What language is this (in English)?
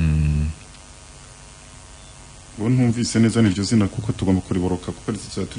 Kinyarwanda